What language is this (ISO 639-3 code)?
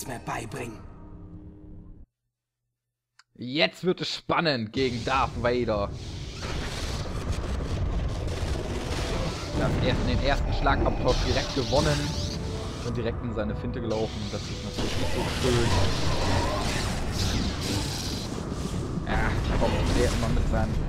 deu